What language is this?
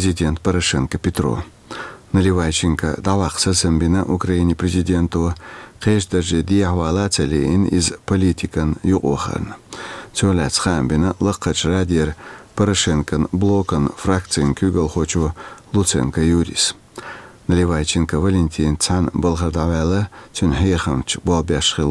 Chechen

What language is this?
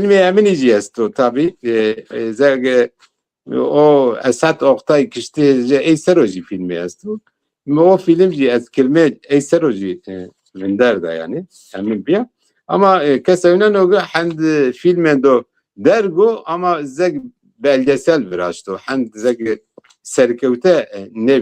Zaza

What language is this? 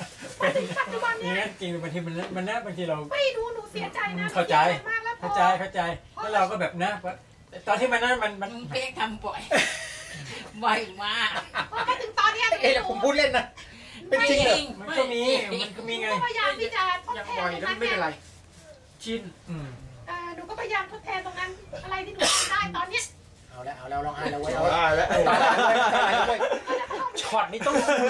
Thai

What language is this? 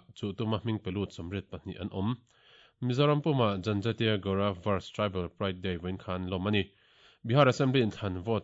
Mizo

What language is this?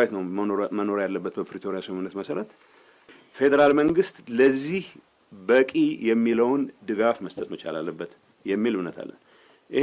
Amharic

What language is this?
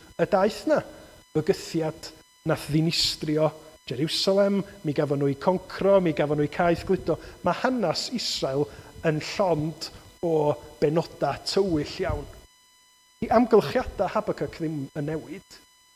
Welsh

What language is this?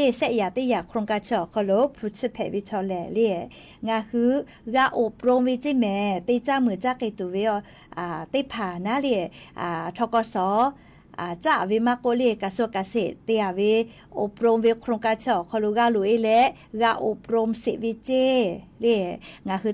Lahu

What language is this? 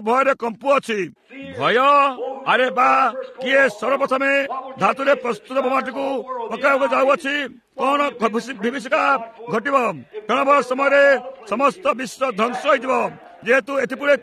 Odia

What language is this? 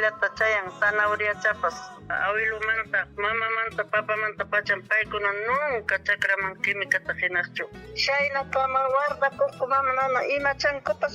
Ayacucho Quechua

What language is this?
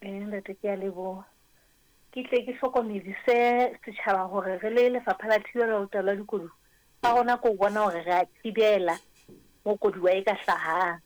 Southern Sotho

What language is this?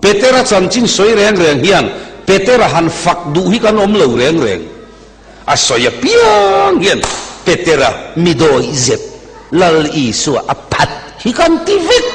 Mizo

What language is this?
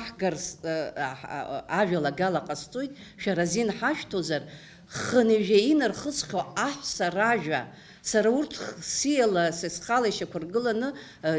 Abkhazian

